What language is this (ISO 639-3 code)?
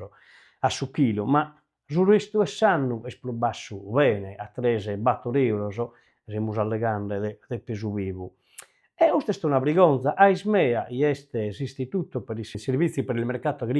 srd